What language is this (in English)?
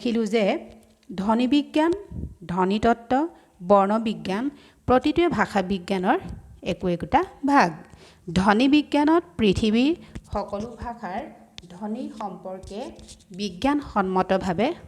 Assamese